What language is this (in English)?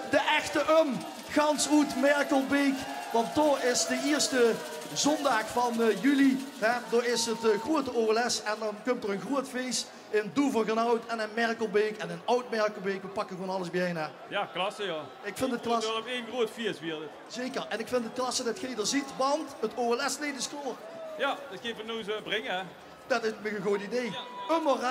Limburgish